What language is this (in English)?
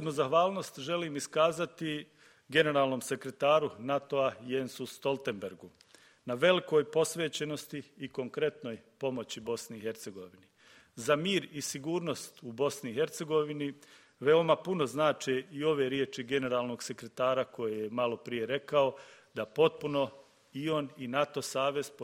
Bosnian